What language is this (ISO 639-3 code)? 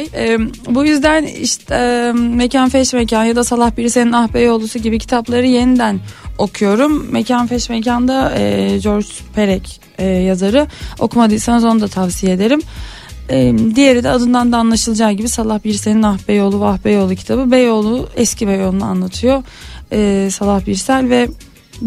tur